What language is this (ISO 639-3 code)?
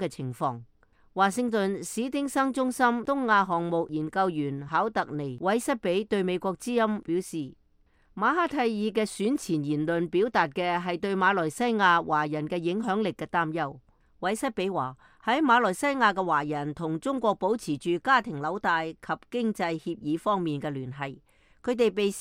yue